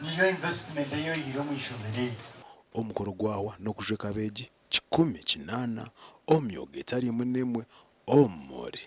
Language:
Nyankole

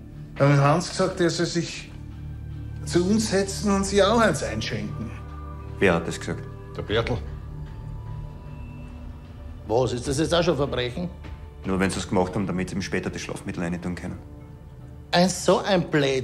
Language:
German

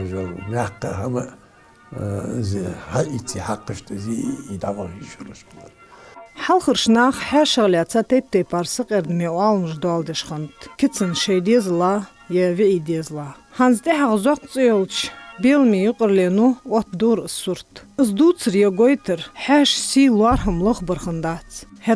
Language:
Ingush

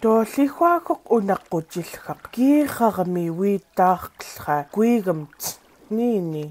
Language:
Central Yupik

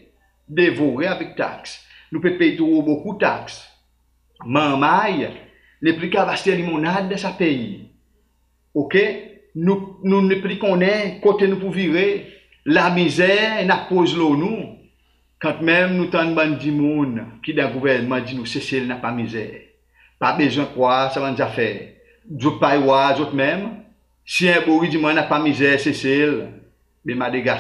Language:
Seselwa Creole French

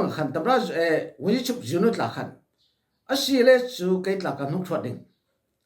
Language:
Falam Chin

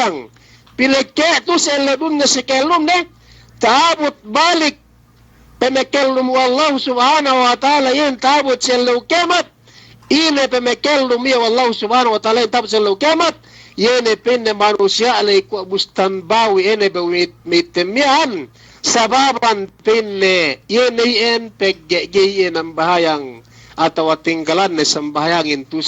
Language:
Yakan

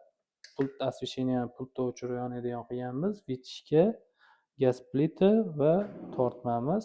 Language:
Uzbek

